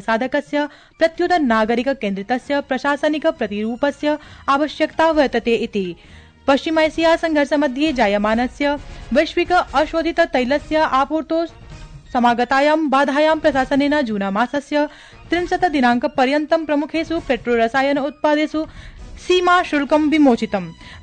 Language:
Sanskrit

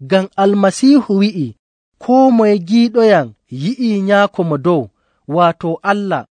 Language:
Nigerian Fulfulde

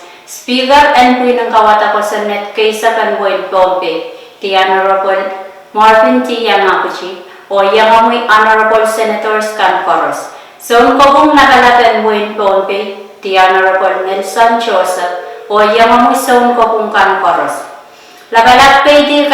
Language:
Pohnpeian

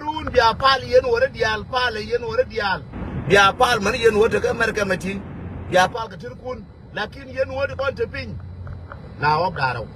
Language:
Nuer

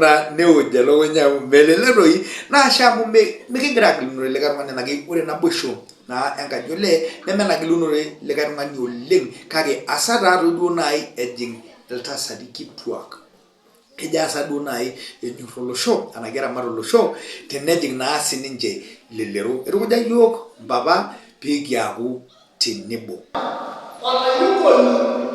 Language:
Masai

